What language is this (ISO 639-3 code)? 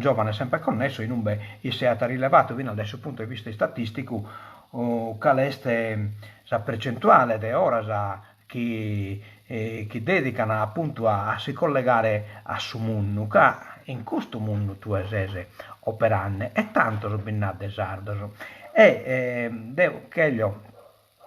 srd